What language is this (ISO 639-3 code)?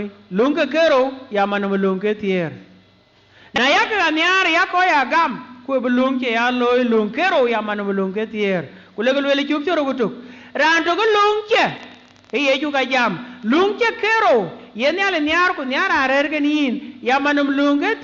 din